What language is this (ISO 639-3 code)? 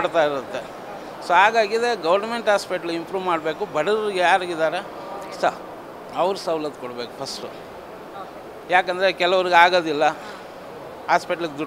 kan